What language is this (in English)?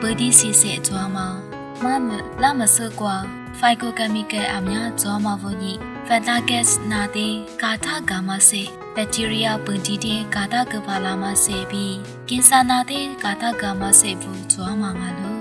Lisu